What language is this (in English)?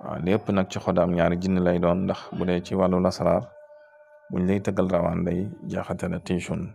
Wolof